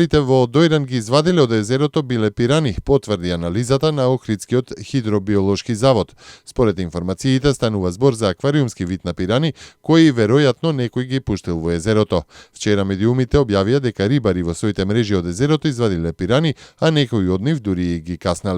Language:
Macedonian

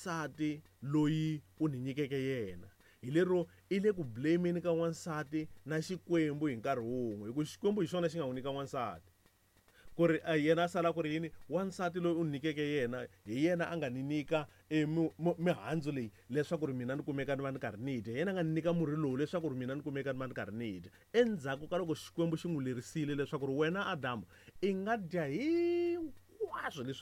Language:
Tsonga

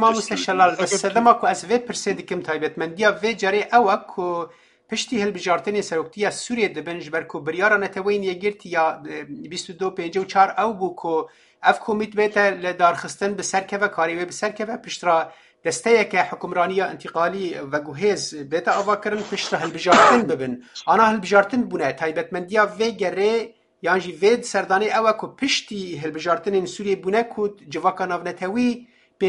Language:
Kurdish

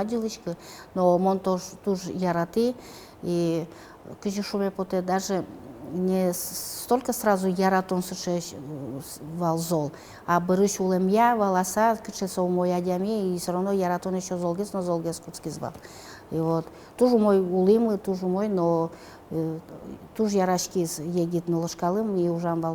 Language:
Udmurt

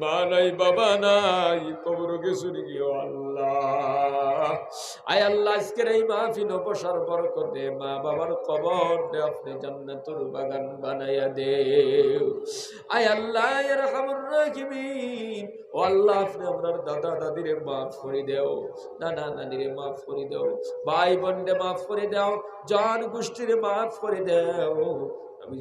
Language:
Sylheti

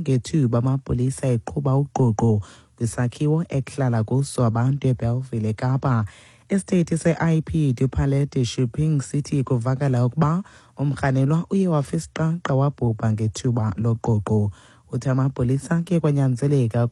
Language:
Xhosa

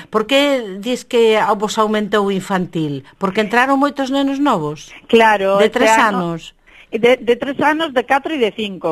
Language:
Galician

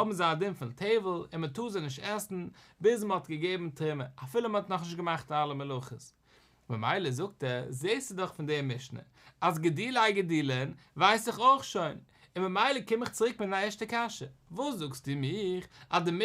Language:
Yiddish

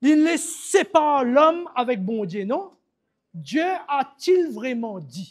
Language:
Morisyen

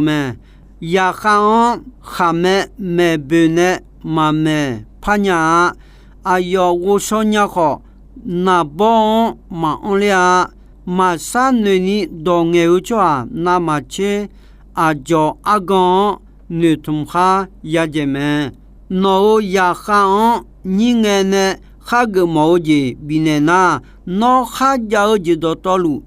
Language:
Akha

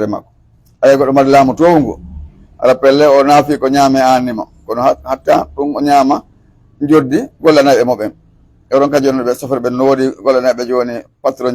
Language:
Pular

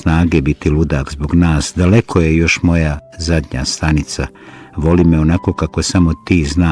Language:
Bosnian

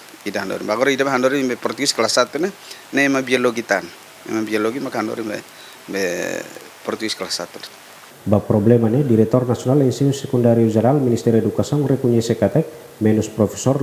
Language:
Tetum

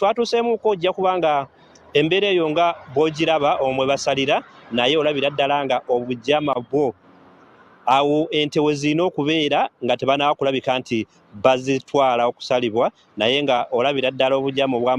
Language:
Ganda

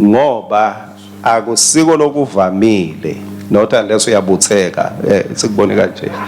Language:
Swati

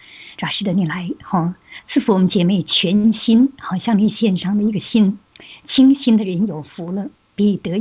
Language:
Chinese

